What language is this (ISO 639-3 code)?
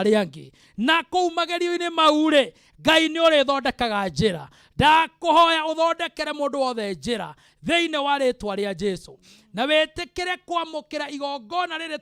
kik